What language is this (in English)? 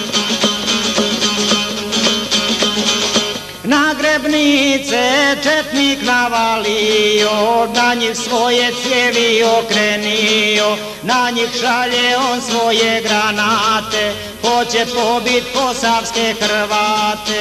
Croatian